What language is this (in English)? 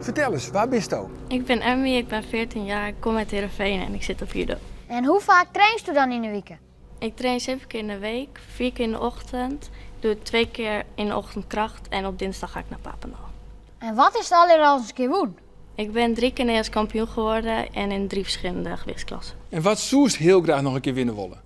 Western Frisian